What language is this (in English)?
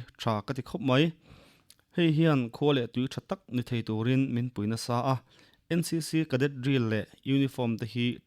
Mizo